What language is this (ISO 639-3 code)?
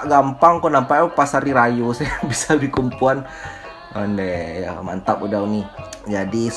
min